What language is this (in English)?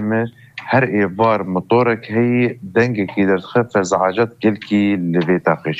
Kurdish